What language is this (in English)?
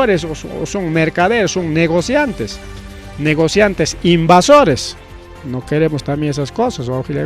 Ayacucho Quechua